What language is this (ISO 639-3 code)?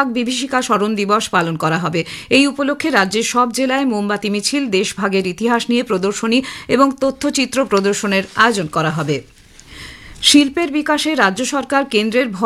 ben